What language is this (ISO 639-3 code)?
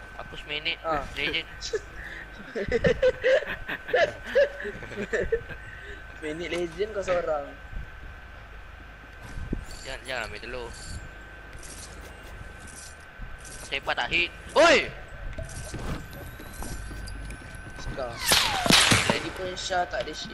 msa